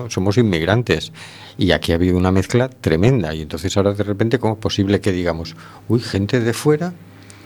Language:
Spanish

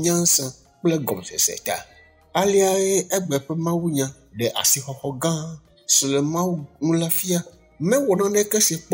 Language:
Ewe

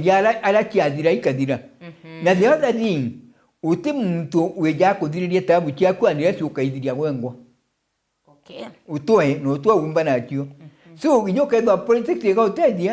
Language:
Meru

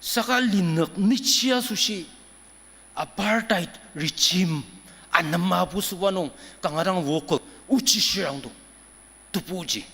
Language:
Ao Naga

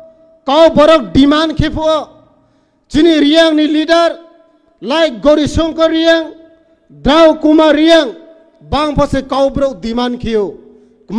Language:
Riang (India)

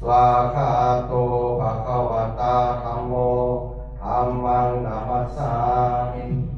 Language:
Pali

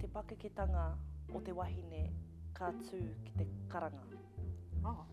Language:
Māori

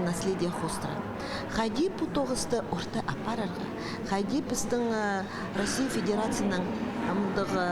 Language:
Khakas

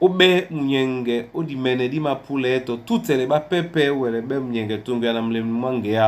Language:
Duala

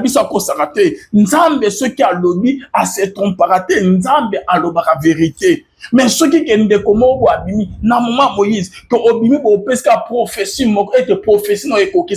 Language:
Lingala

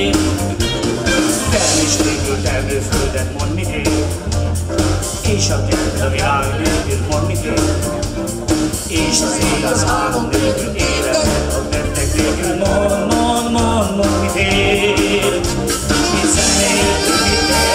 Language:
Hungarian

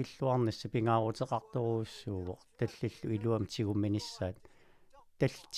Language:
Kalaallisut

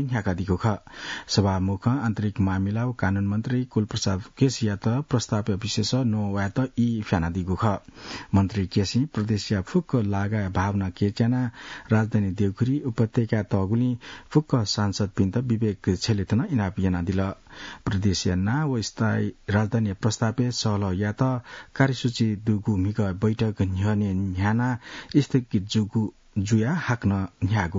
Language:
Newari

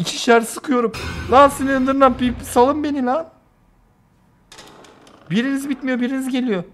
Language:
Turkish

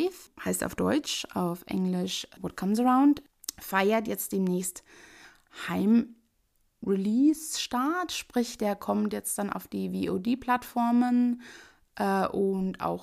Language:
German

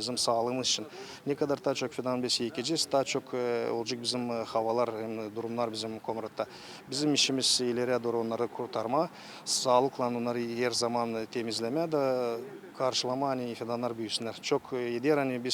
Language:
Gagauz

